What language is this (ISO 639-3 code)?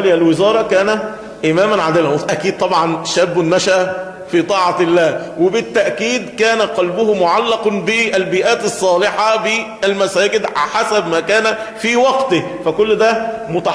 arz